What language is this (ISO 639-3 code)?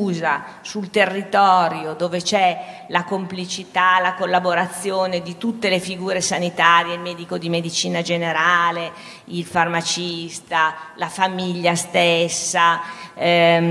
ita